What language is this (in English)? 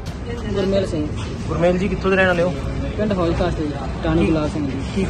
Punjabi